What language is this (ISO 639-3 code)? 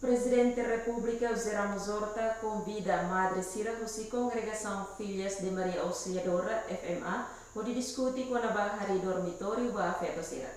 tet